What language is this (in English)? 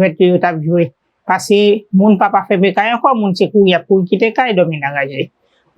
Haitian Creole